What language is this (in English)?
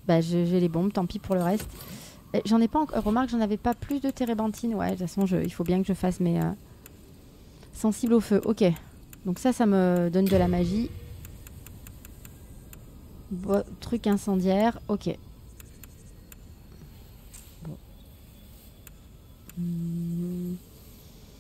French